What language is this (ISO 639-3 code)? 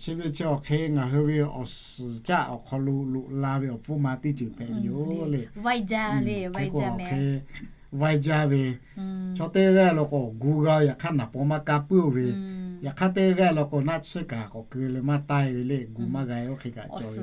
lhu